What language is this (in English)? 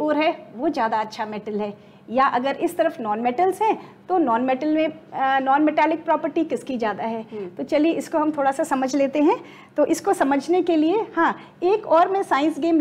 Hindi